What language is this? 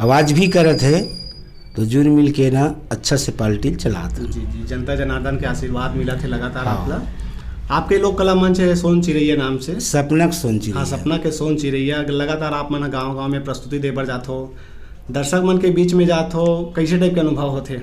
Chhattisgarhi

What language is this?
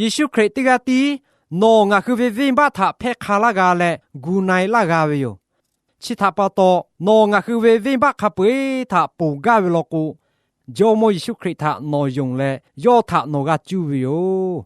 Lahu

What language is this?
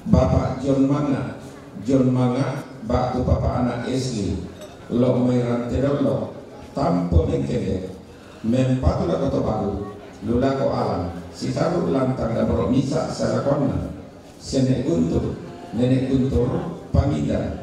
Toraja-Sa'dan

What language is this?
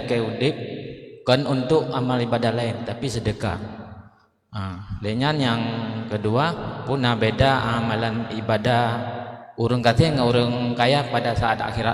Achinese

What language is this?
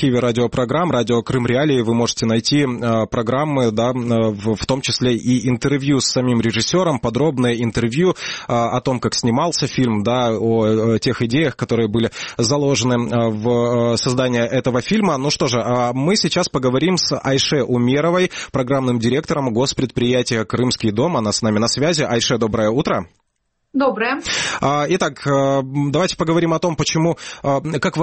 Russian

